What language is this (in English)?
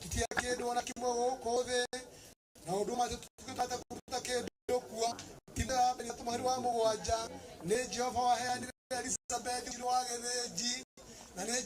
Kikuyu